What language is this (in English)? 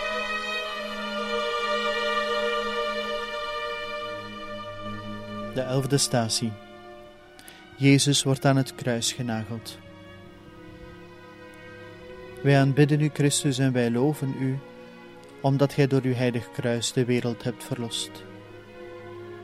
Dutch